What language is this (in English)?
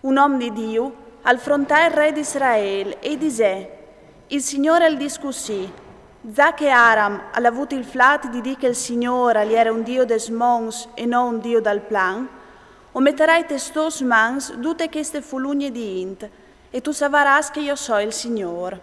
Friulian